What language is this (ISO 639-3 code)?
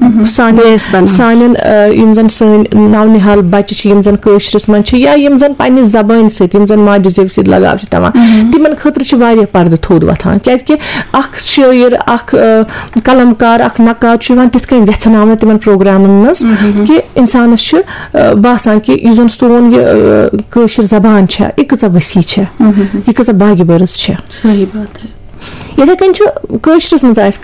kas